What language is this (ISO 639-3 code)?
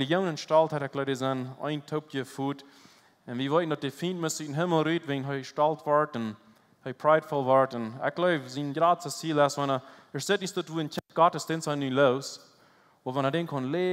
pdt